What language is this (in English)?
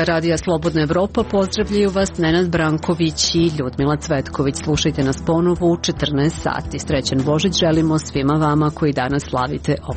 Serbian